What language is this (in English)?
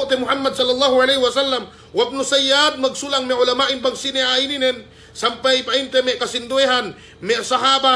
Yakan